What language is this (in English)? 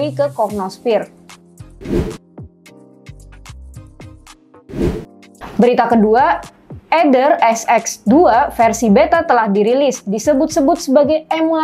Indonesian